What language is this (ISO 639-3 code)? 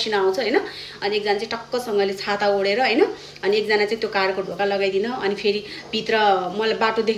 nep